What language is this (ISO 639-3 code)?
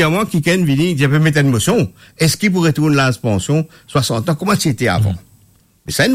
mfe